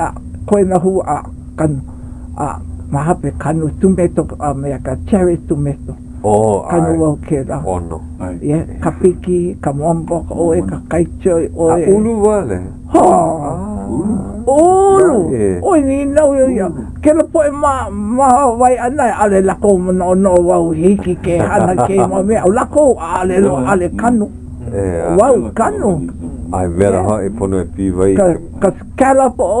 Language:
Hawaiian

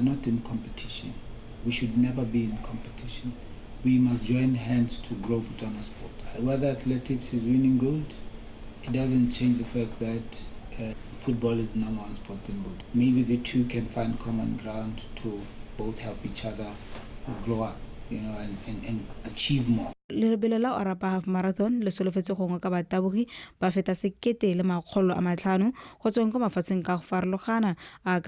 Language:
Tswana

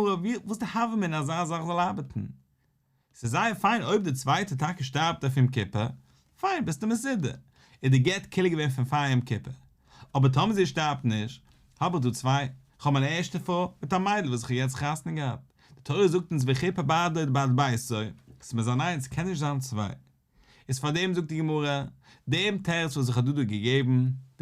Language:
Yiddish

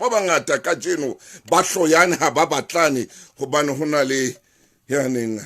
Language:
Southern Sotho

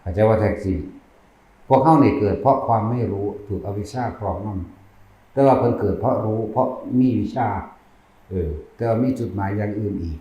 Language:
Northeastern Thai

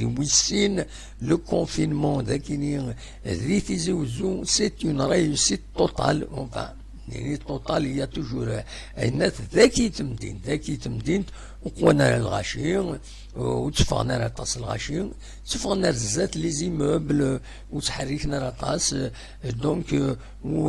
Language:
Kabyle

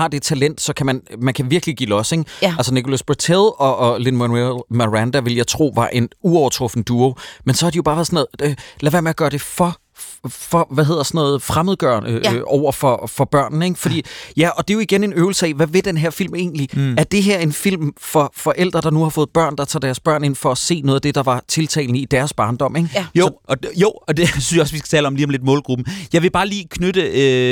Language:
Danish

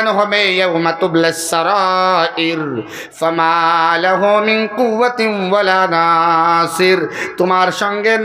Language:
Sylheti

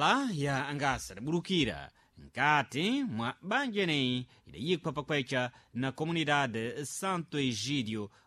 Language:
Sena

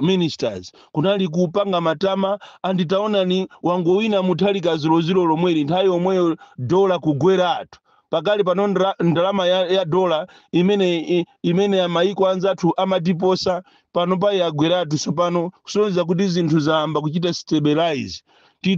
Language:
Nyanja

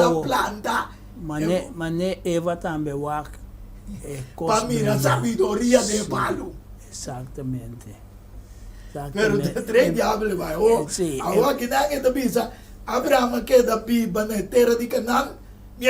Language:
Papiamento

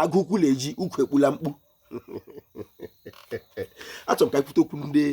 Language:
Igbo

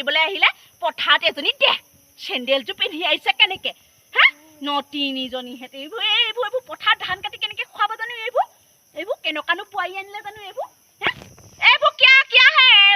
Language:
Assamese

